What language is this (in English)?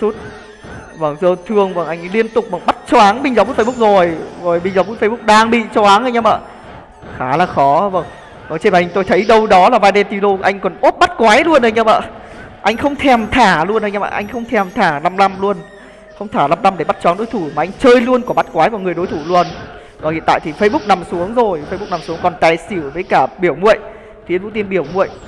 Vietnamese